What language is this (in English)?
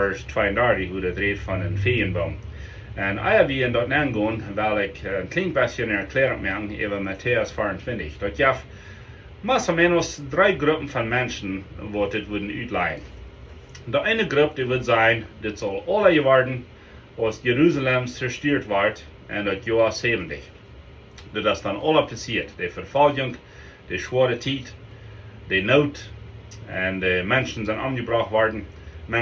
Plautdietsch